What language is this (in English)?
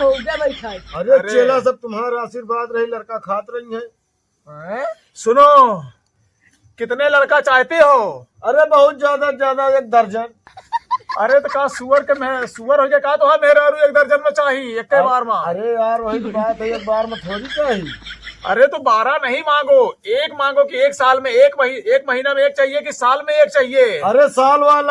Awadhi